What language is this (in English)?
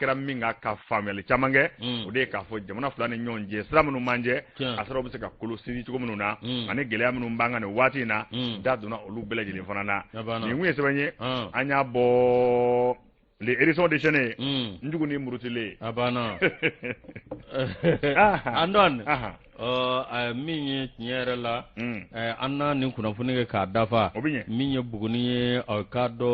Bambara